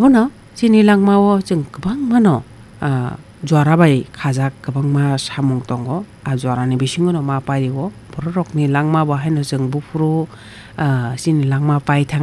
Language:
Kok Borok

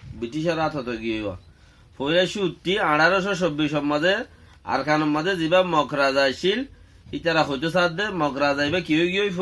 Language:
Rohingya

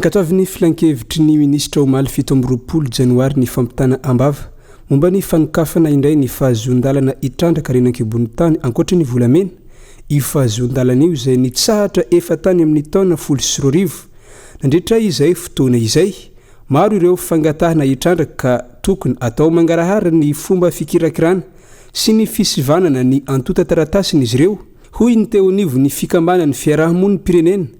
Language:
Malagasy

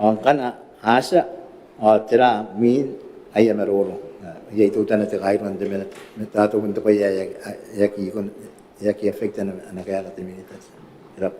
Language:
Gilbertese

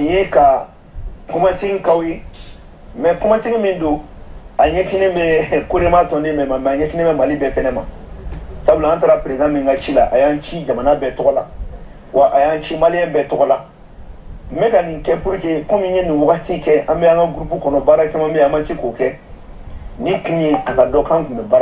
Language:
Bambara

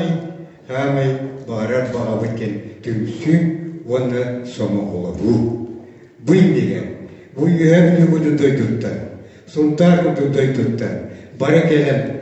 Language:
Yakut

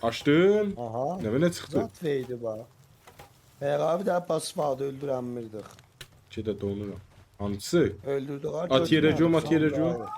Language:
South Azerbaijani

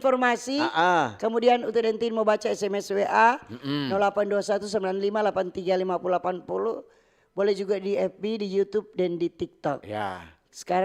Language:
Manado Malay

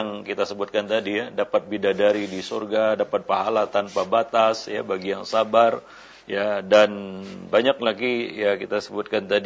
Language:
Indonesian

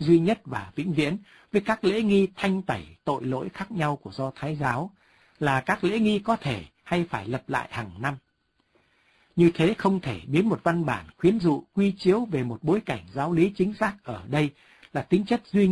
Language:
Vietnamese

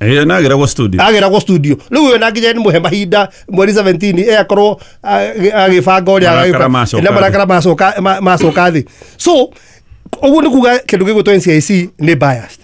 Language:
Kikuyu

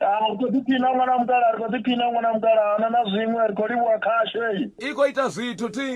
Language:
Venda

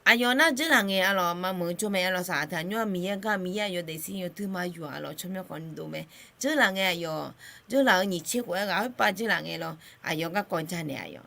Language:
Akha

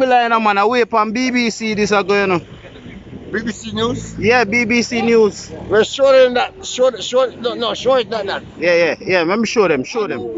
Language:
Jamaican Creole English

